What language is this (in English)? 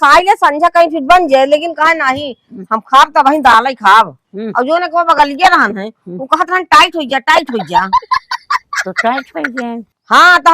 Awadhi